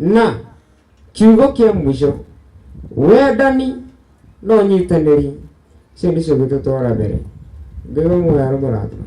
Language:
Kikuyu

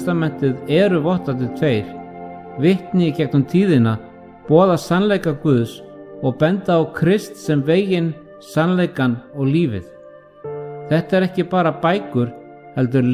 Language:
Icelandic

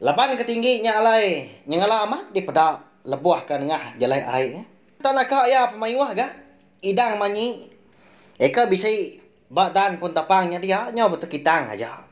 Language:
Iban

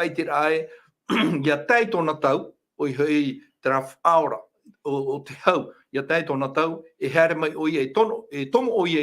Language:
Tahitian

